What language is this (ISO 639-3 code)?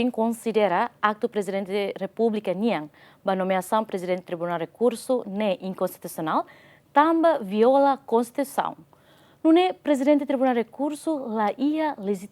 tet